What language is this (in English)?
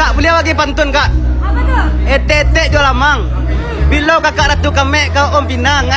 Minangkabau